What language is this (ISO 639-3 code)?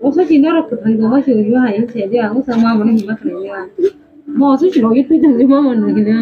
trp